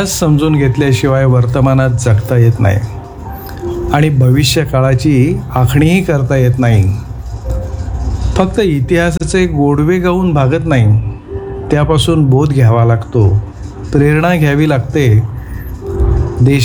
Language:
Marathi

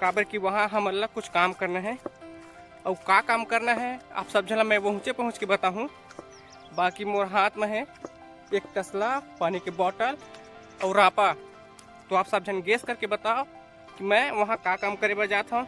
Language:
Chhattisgarhi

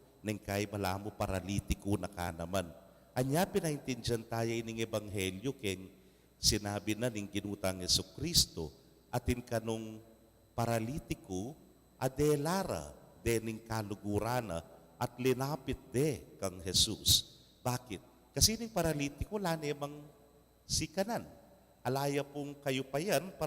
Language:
Pampanga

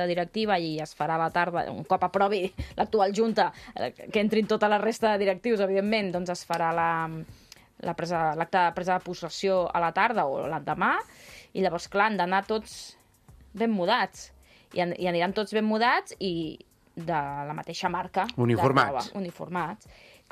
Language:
Catalan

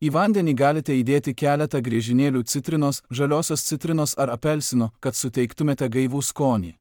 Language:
Lithuanian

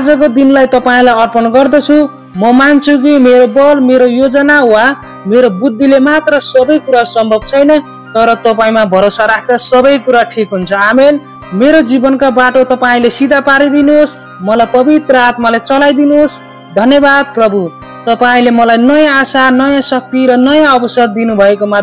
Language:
Nepali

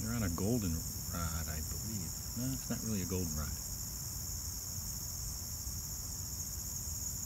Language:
English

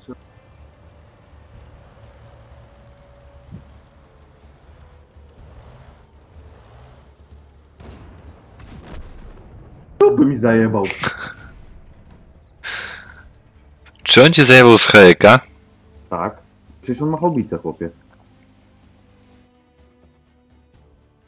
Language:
Polish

